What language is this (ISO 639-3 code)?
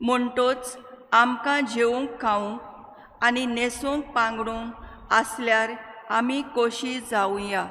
kok